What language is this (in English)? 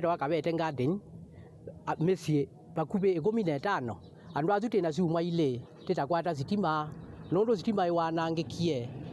Kamba